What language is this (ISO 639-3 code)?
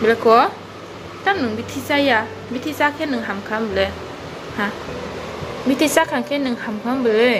trp